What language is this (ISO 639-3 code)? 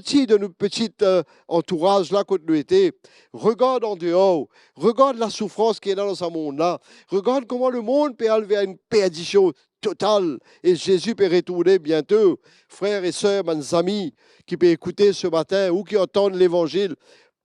mfe